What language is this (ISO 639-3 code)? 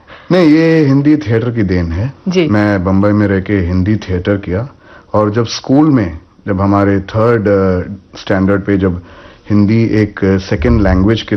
hin